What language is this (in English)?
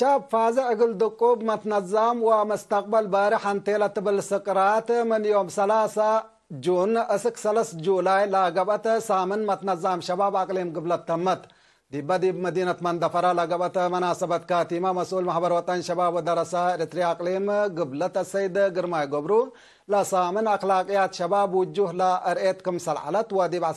Tigre